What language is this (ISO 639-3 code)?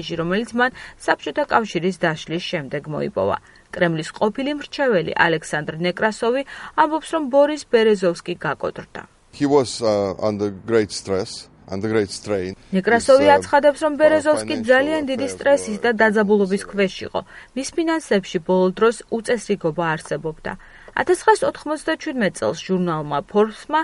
kat